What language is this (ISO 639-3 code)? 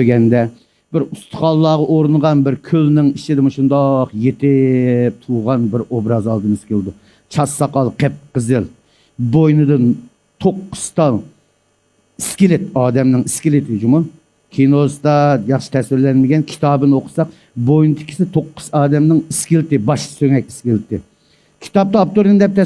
uig